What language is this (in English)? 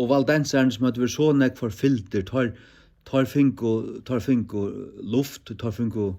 Faroese